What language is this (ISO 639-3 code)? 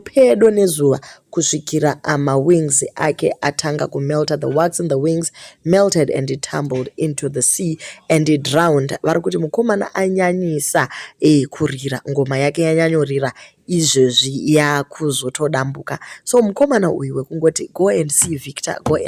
sna